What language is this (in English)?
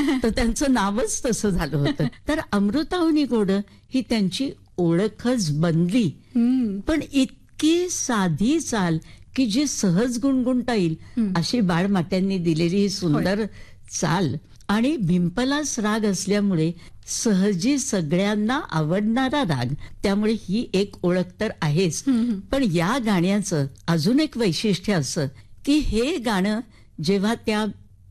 Marathi